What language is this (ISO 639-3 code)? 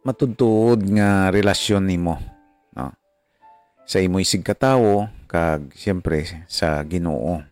hil